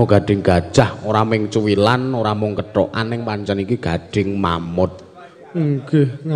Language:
Javanese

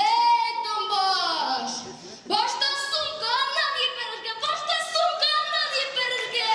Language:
Bashkir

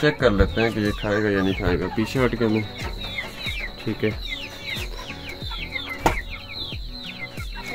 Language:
Hindi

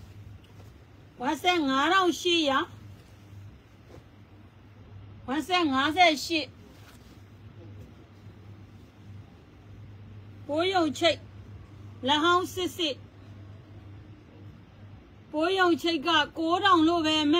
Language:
Burmese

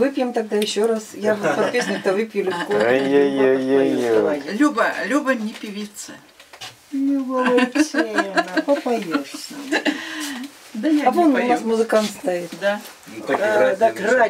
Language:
Russian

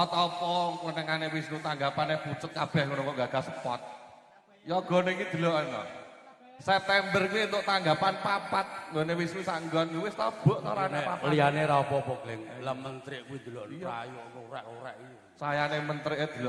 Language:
Javanese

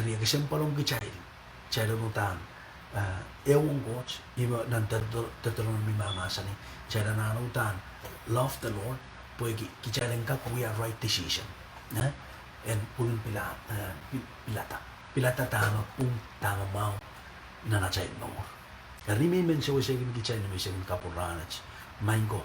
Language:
Pohnpeian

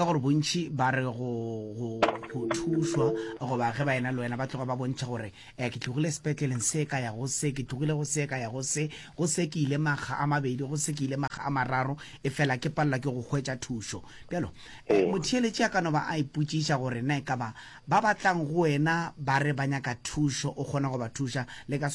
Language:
Northern Sotho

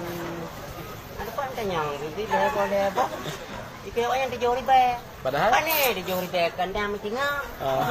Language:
Achinese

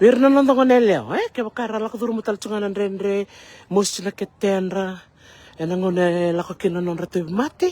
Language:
Fijian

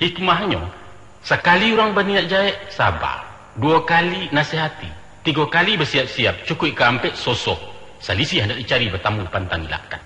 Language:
Minangkabau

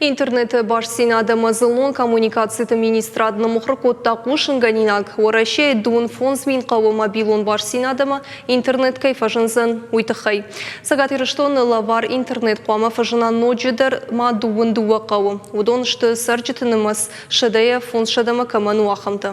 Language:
Ossetic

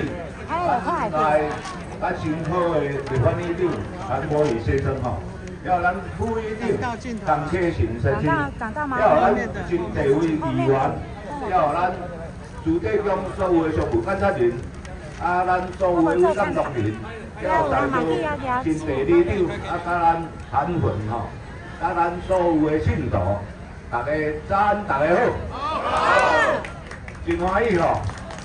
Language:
Chinese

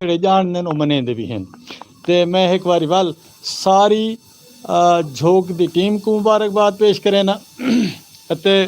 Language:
Western Panjabi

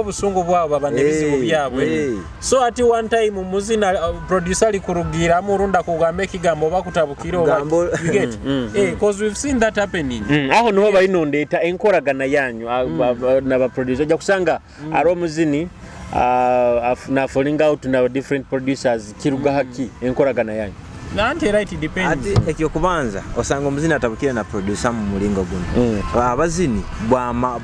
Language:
Nyoro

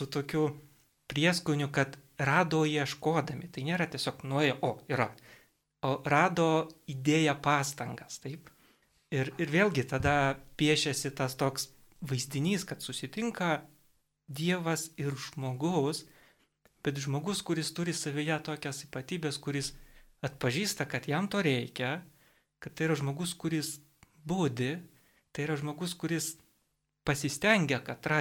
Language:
Lithuanian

